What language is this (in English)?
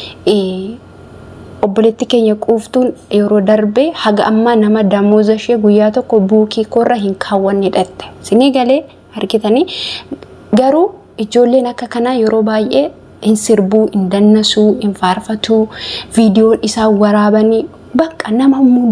Oromo